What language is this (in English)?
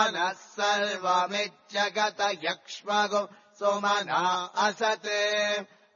Sanskrit